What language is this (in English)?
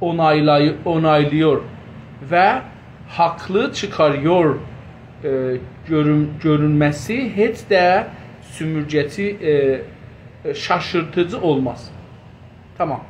South Azerbaijani